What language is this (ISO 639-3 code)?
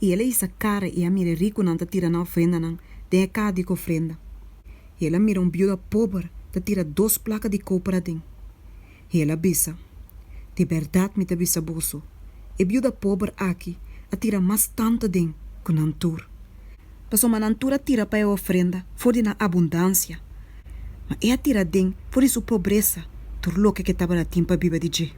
pap